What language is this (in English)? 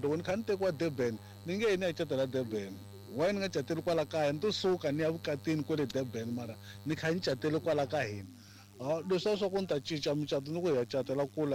Tsonga